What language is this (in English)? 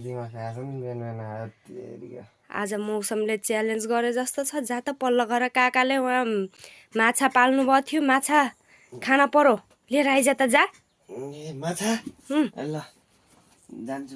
Nepali